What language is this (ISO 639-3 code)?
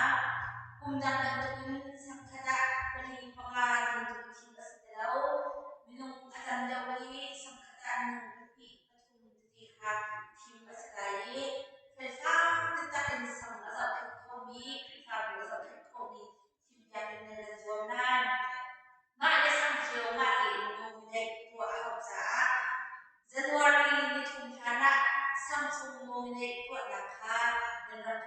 cnh